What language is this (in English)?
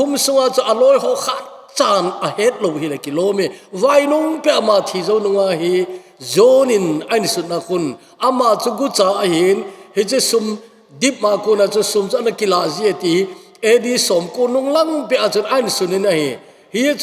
Thado Chin